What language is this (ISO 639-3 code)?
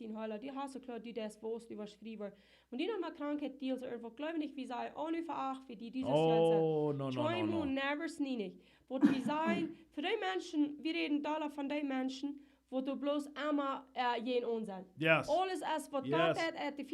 pdt